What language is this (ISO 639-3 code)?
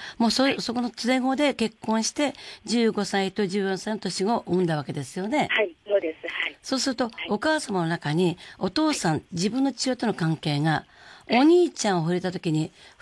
jpn